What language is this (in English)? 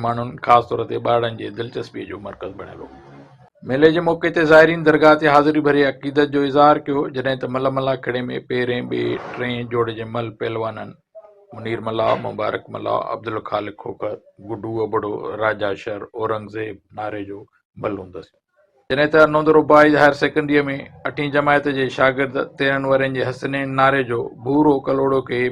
Sindhi